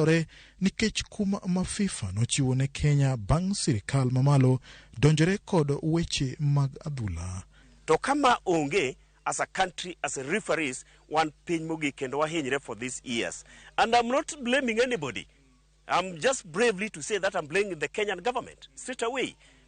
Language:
Luo (Kenya and Tanzania)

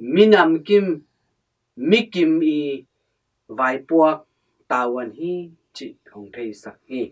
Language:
Tedim Chin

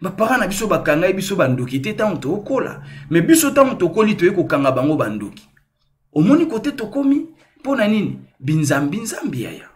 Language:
Lingala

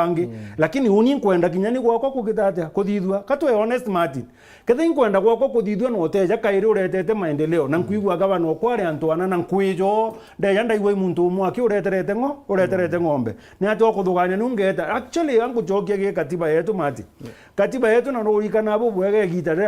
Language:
Meru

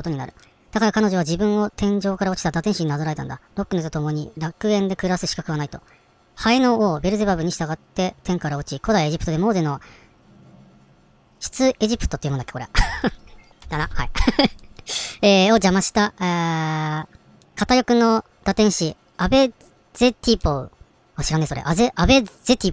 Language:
Japanese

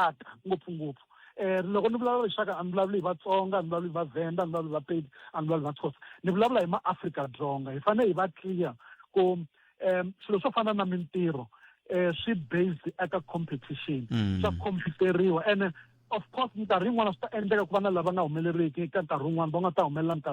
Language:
Tsonga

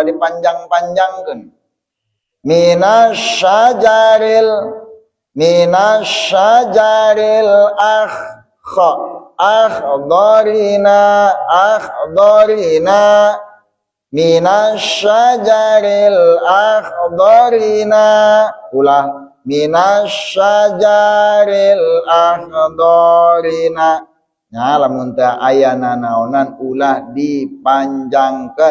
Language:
Sundanese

